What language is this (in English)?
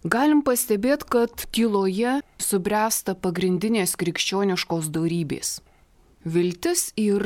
Lithuanian